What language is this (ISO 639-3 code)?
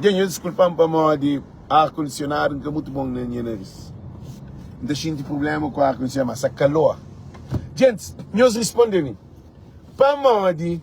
kea